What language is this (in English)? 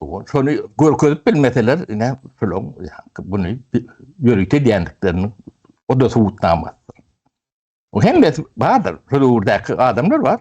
Turkmen